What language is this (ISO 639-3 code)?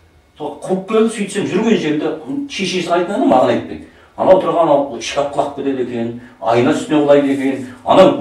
kaz